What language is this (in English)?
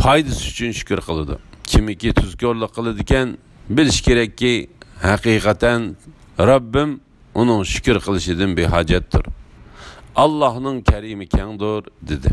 Uyghur